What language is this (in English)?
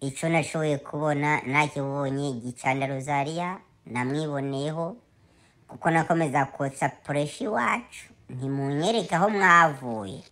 Rundi